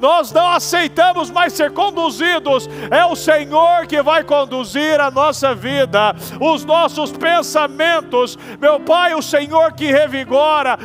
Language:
Portuguese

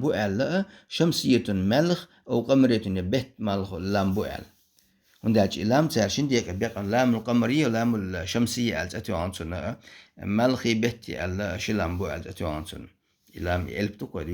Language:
Chechen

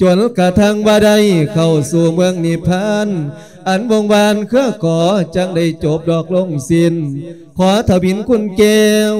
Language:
Lao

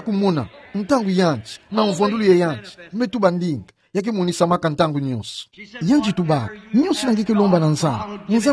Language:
Kituba (Democratic Republic of Congo)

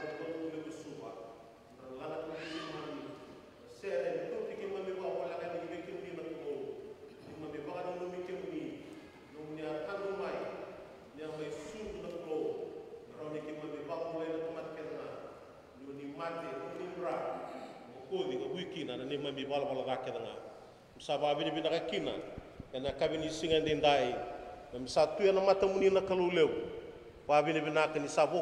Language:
Fijian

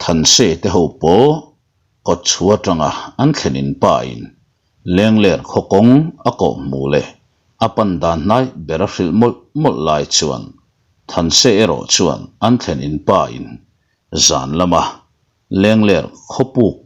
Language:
Mizo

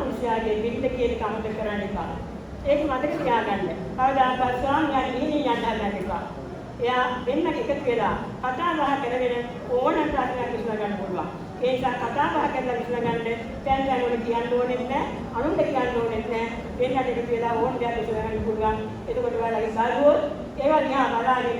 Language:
Sinhala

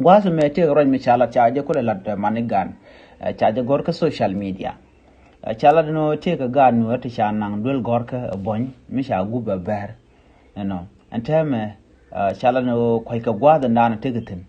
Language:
Nuer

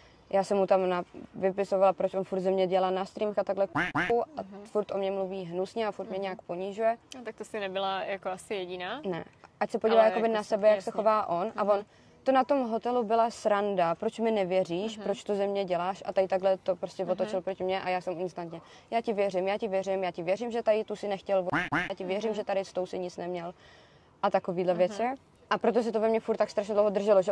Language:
Czech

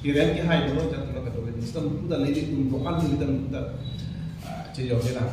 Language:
Karbi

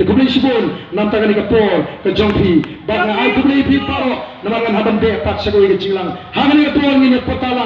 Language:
Khasi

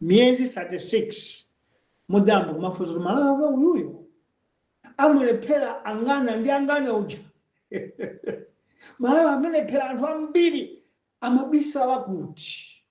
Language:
Nyanja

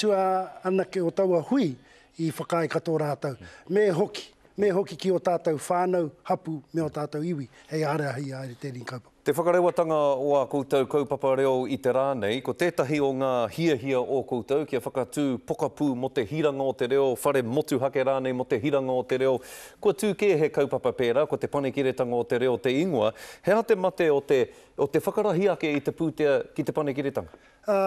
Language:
Māori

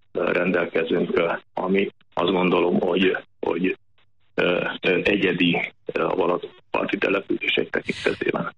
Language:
Hungarian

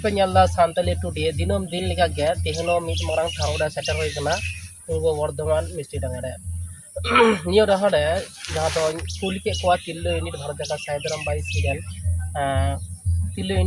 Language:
Santali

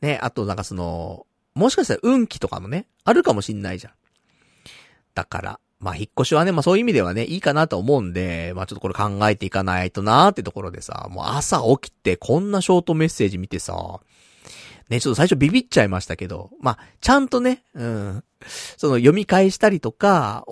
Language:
Japanese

